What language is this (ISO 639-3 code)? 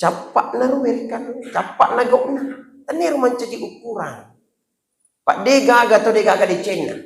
bug